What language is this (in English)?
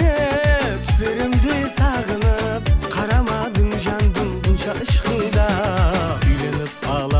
Kara-Kalpak